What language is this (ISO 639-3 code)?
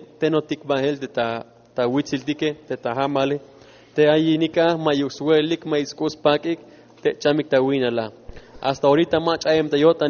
tzh